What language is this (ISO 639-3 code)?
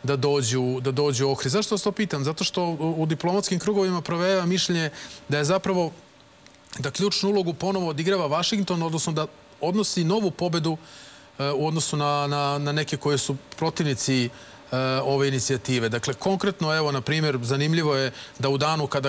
srp